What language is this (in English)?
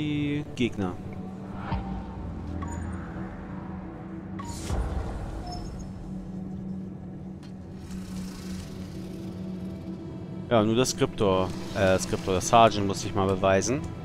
German